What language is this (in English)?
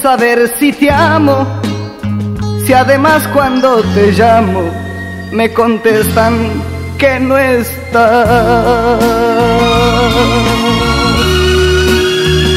Spanish